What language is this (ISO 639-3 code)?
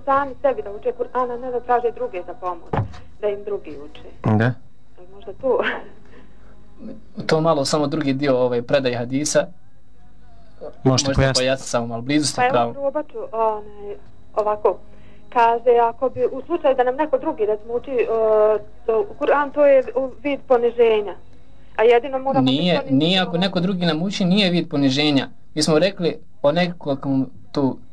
bos